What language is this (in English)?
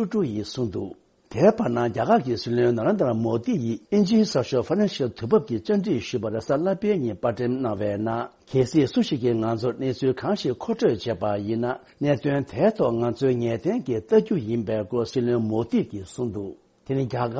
Tibetan